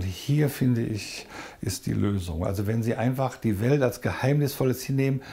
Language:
German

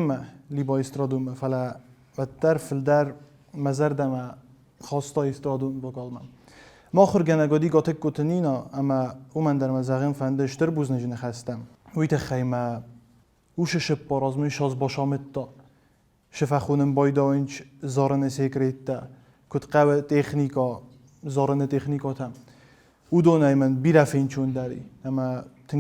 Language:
Ossetic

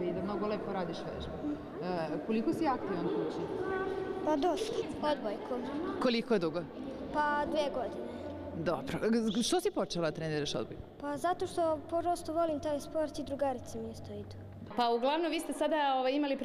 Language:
Serbian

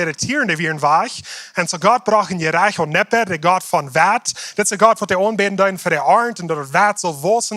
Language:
Plautdietsch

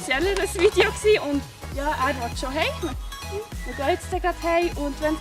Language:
Swiss German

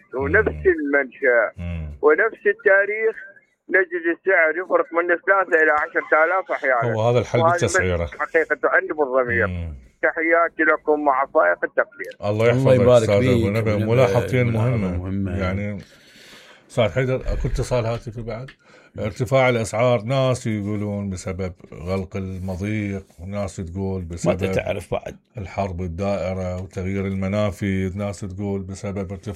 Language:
Mesopotamian Arabic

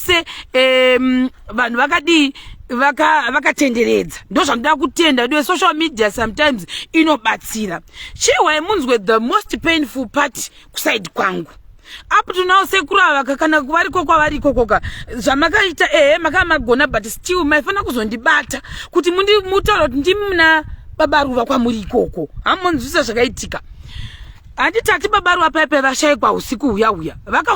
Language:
Shona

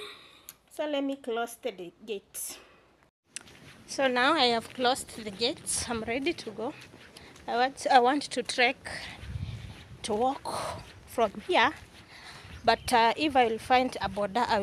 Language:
English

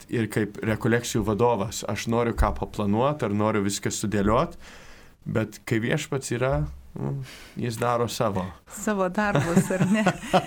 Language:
Lithuanian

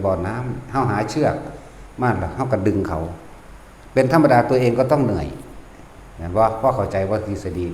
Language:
Northeastern Thai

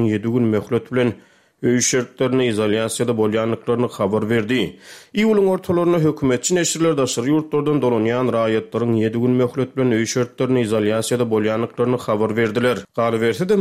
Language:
Turkmen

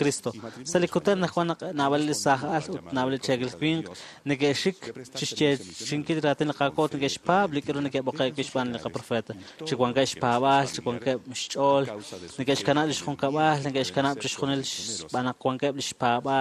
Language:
Kekchí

